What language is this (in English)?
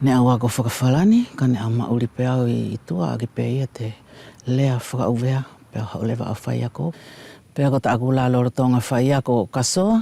Wallisian